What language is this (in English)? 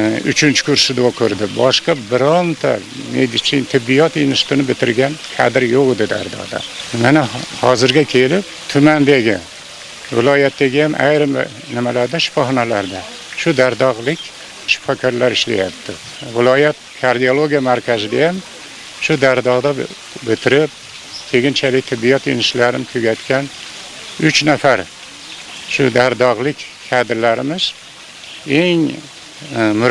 Uzbek